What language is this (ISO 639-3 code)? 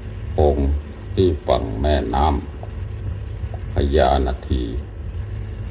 tha